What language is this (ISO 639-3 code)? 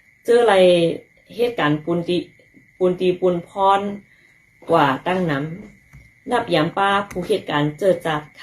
shn